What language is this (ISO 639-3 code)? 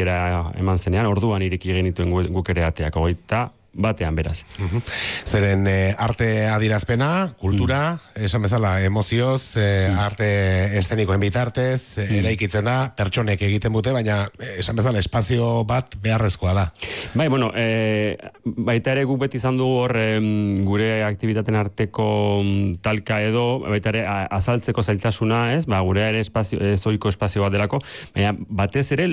eus